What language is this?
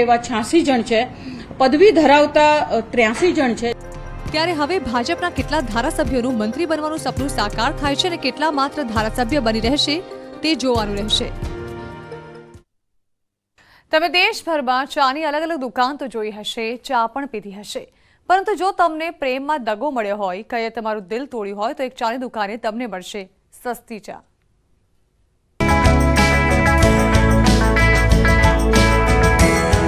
Gujarati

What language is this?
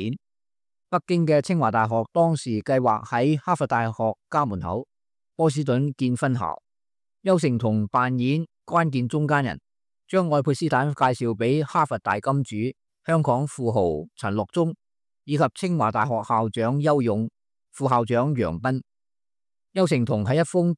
Cantonese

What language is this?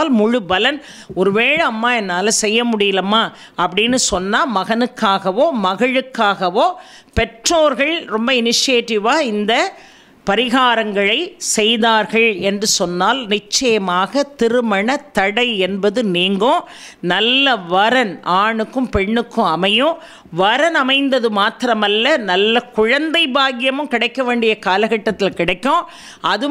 Tamil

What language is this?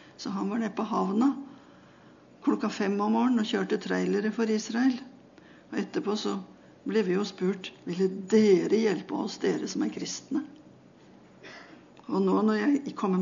Norwegian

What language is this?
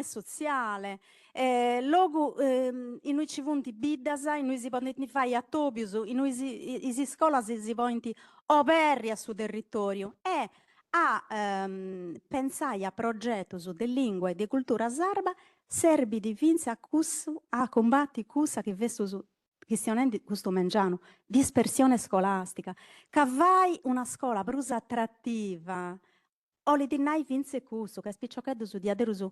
Sardinian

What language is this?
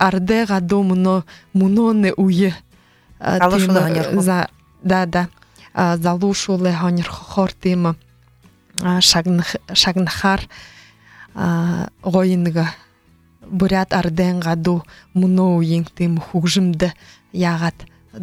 Buriat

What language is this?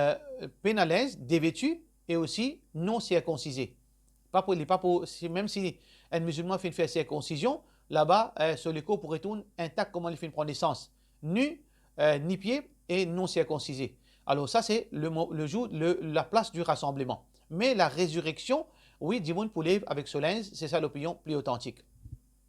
Morisyen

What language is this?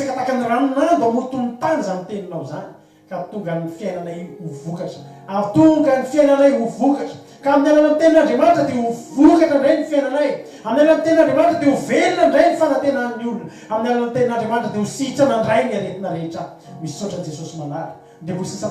Malagasy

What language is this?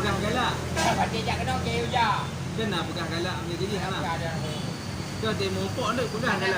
Achinese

